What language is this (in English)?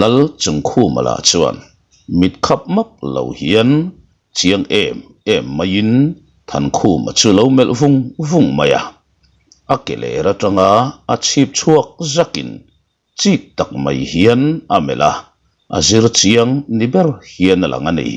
Mizo